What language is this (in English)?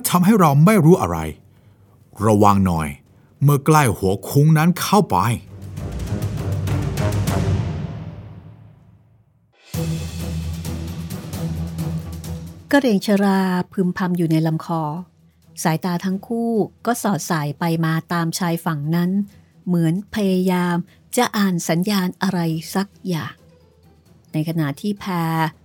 Thai